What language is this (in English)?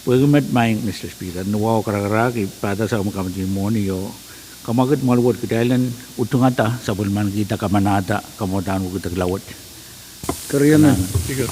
Pohnpeian